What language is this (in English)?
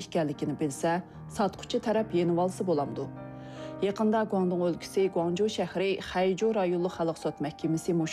Uyghur